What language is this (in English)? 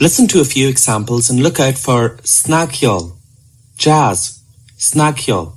Irish